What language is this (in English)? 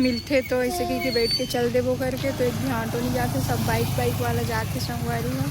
Chhattisgarhi